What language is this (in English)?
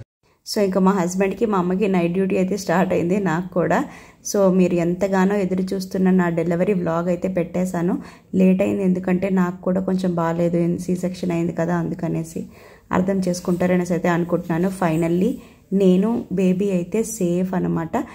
Telugu